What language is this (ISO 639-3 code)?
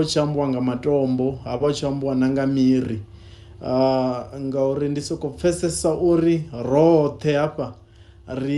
ven